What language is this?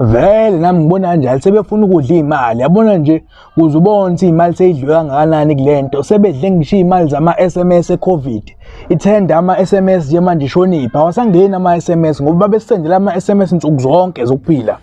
Zulu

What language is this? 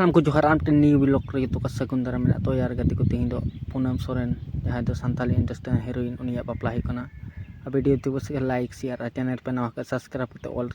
Santali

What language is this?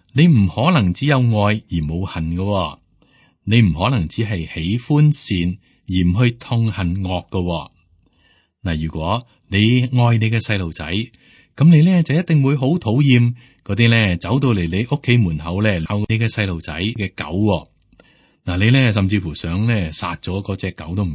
Cantonese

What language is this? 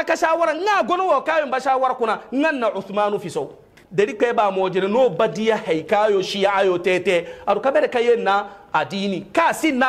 Hausa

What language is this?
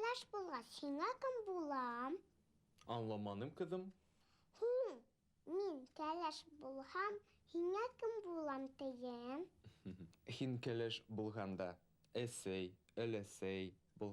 Bashkir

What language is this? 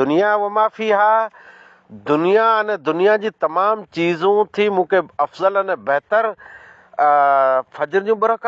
Sindhi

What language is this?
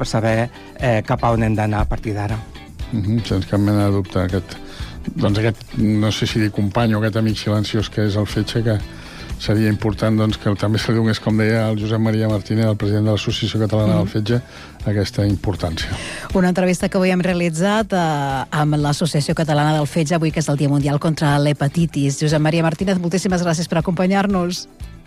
Catalan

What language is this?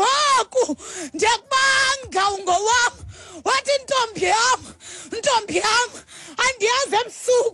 Xhosa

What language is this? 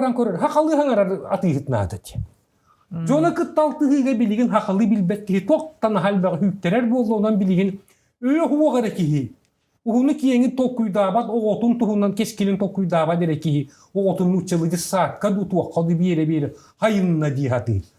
Yakut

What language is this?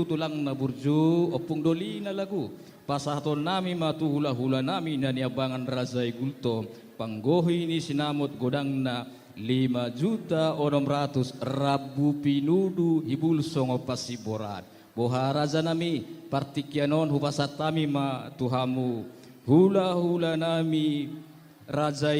Batak Toba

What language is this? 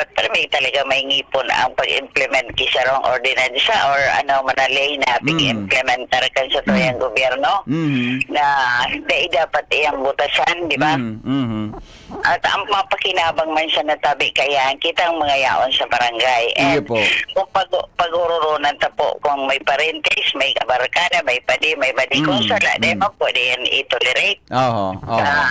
Bikol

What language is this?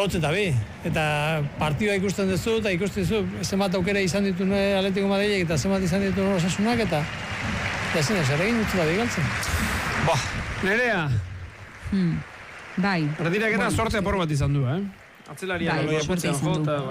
Basque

